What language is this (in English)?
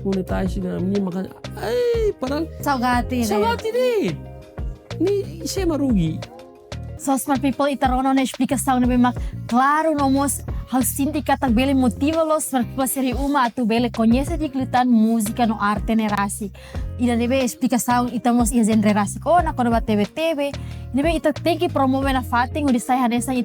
Tetum